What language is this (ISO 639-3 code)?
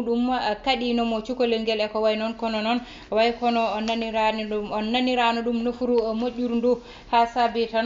ful